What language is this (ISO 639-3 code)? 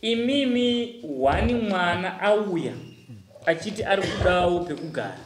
sna